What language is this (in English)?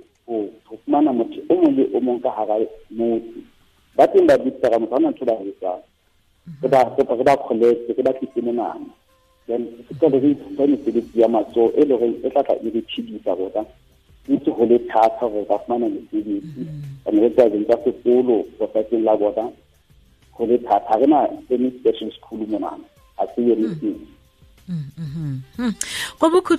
Southern Sotho